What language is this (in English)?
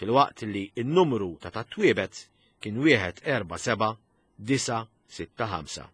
Maltese